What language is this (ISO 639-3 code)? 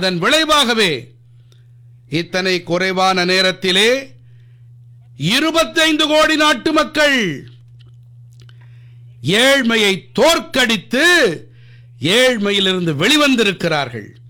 tam